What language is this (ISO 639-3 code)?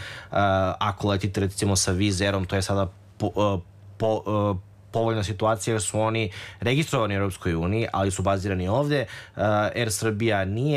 srp